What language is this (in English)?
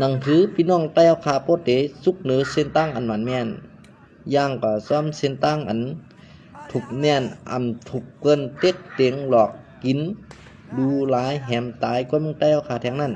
Shan